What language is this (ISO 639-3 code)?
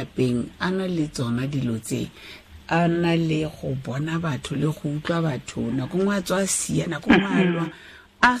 tsn